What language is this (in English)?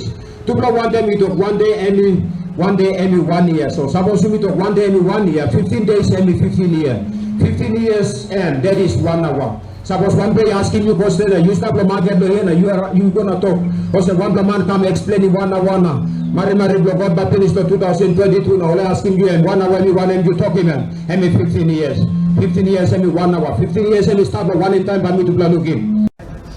Tok Pisin